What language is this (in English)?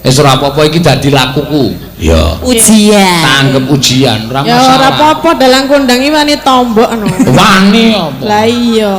Javanese